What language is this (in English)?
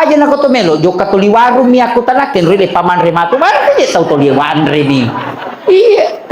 Buginese